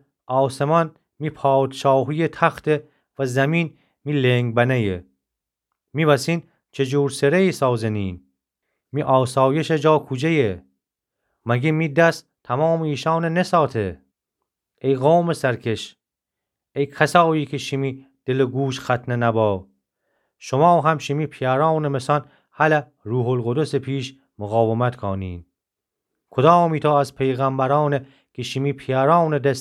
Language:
Gilaki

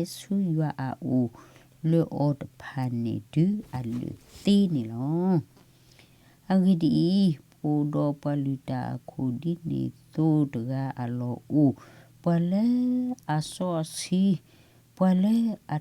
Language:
S'gaw Karen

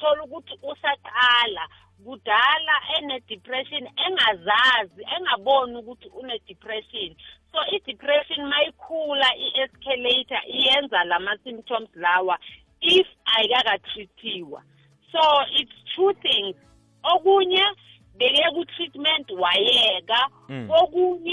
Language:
South Ndebele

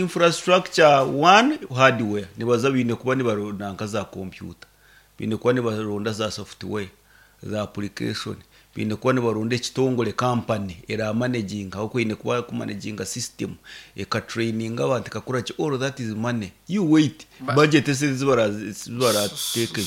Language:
Nyankole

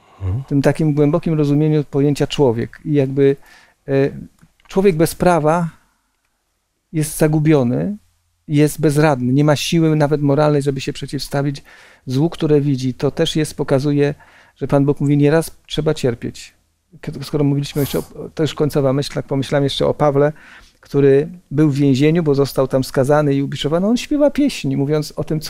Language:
Polish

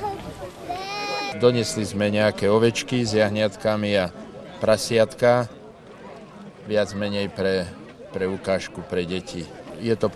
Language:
Slovak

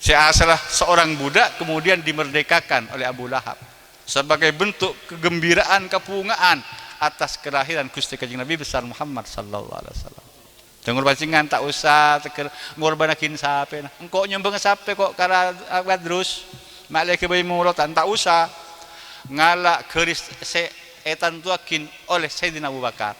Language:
Madurese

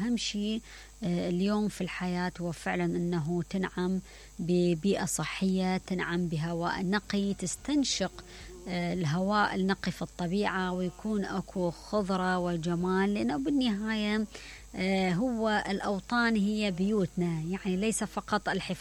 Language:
Mesopotamian Arabic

